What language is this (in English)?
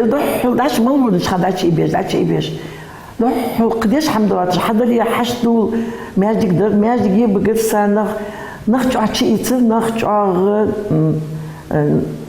Ingush